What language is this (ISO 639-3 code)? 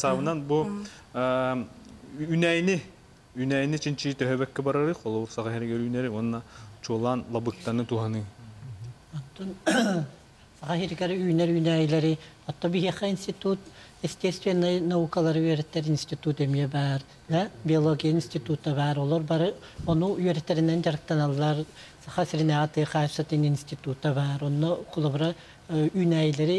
sah